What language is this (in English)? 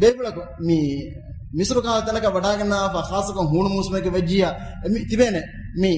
Divehi